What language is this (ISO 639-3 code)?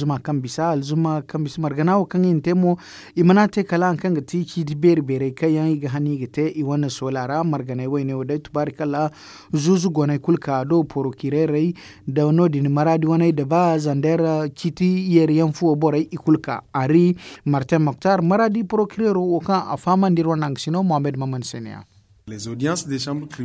dje